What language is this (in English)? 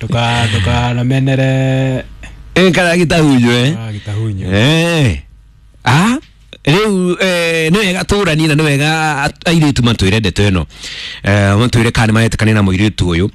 Kikuyu